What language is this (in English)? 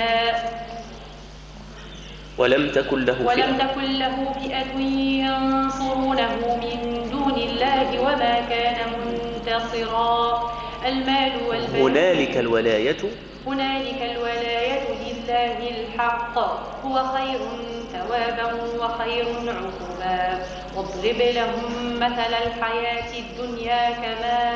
Arabic